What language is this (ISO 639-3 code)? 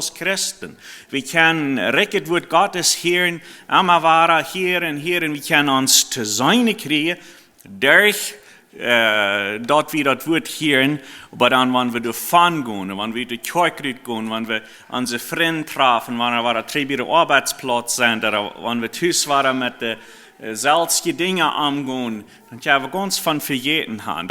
pdt